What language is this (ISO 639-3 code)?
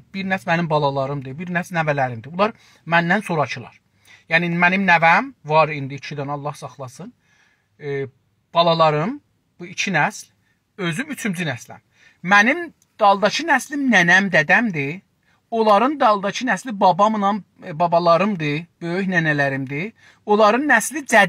azb